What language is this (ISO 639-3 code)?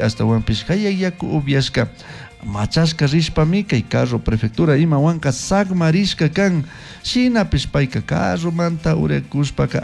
qug